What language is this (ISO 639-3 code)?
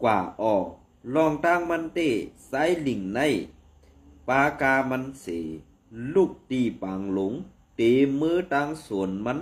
shn